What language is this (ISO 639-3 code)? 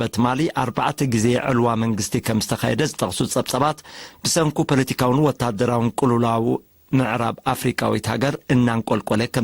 tir